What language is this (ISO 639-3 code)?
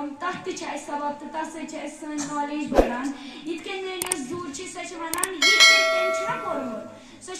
kas